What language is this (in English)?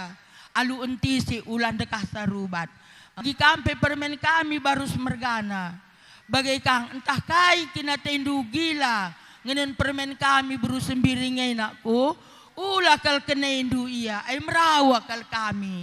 Batak Karo